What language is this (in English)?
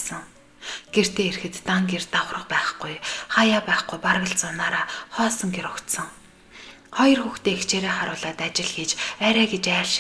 Mongolian